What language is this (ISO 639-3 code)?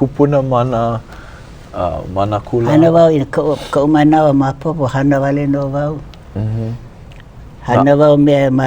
haw